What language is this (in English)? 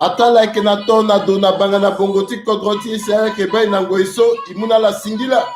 Sango